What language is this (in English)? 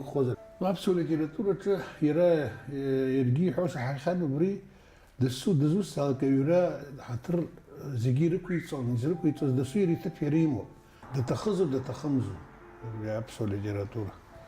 Abkhazian